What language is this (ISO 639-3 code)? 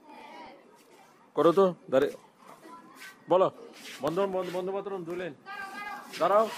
ben